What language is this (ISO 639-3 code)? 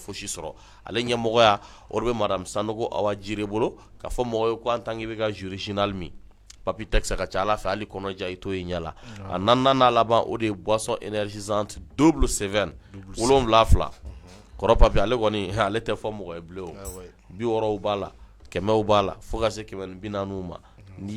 bam